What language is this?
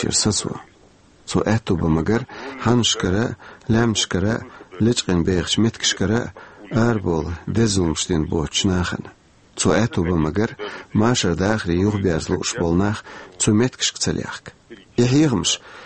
Chechen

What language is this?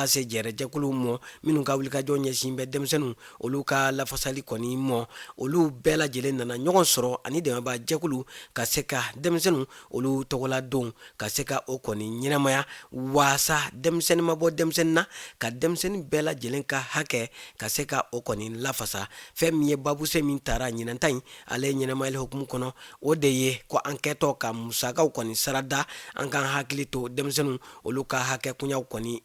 Bambara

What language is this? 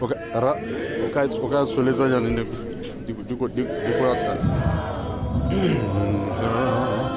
Tswana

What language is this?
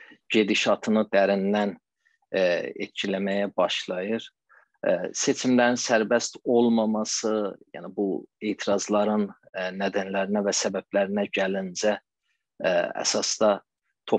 South Azerbaijani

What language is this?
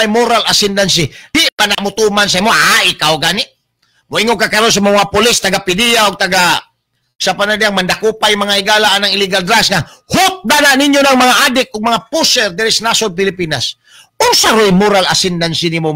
Cebuano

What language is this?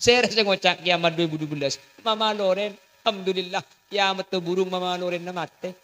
Madurese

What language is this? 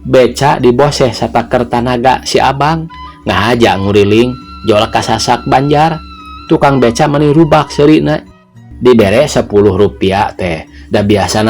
Sundanese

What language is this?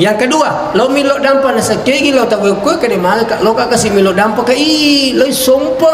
Buginese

